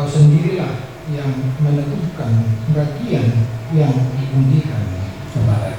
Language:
Batak Toba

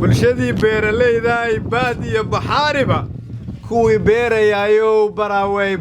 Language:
Somali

